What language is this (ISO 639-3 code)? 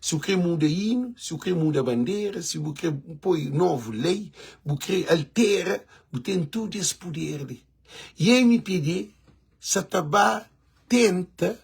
kea